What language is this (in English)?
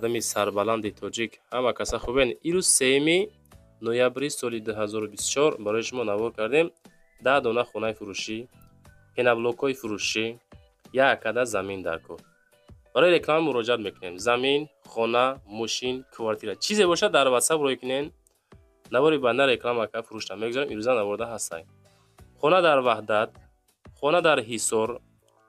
Tajik